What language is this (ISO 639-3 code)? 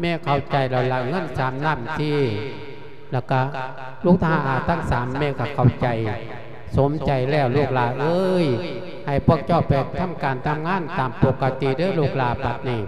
lao